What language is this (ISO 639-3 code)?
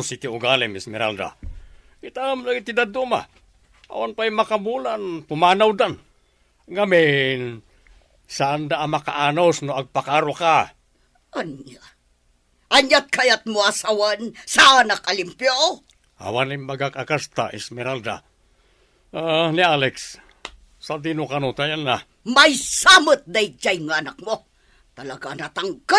ilo